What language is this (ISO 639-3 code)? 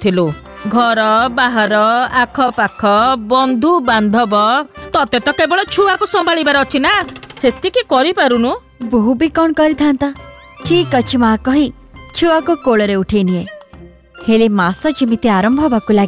ori